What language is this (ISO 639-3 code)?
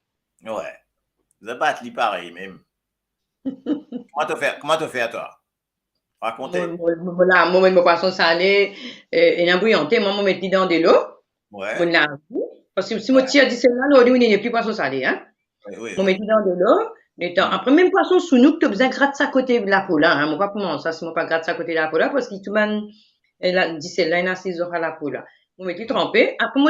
mfe